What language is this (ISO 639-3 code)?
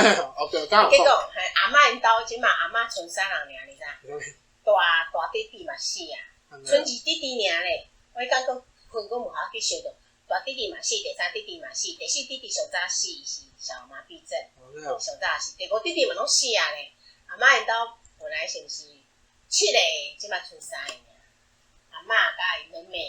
nan